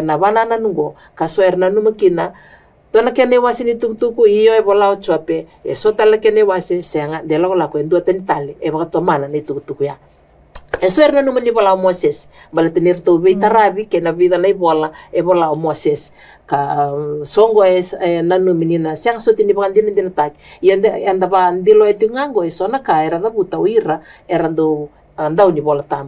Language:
Fijian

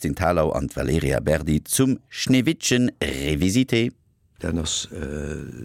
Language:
Luxembourgish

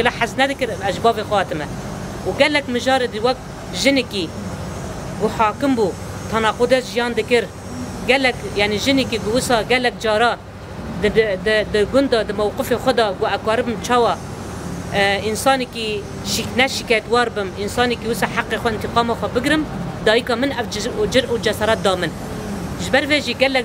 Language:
Kurdish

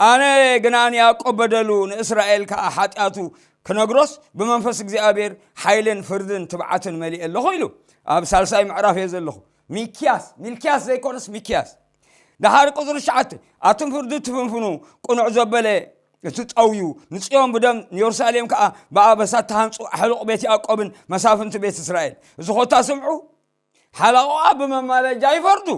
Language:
Tigrinya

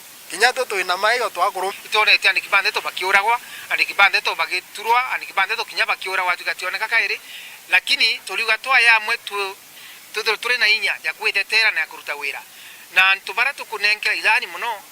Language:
Meru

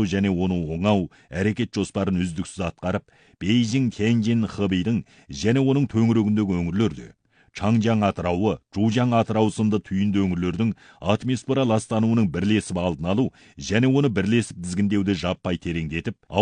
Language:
Kazakh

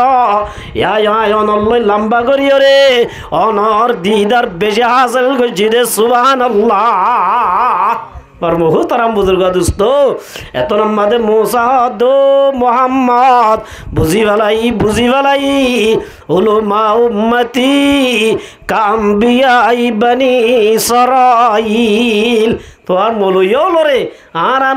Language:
Rohingya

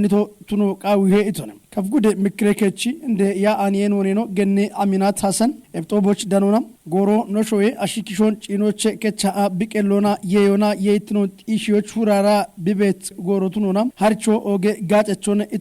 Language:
Kafa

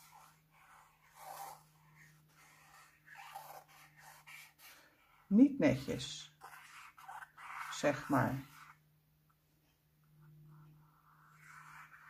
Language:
Dutch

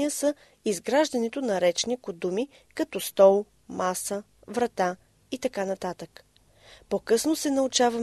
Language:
Bulgarian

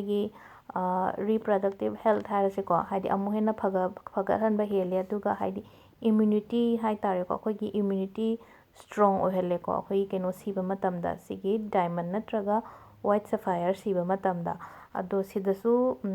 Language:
Manipuri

